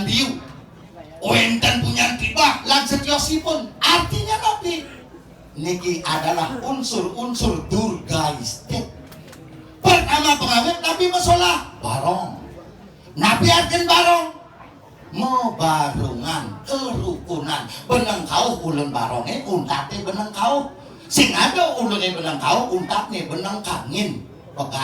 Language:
Balinese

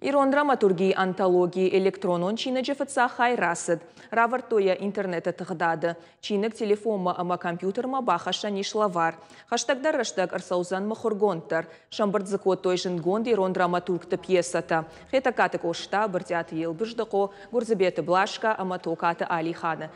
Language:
Ossetic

